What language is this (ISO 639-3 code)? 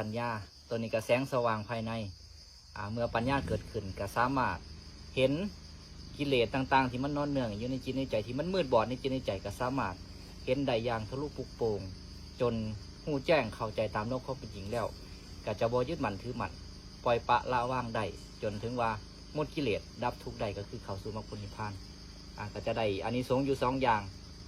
lao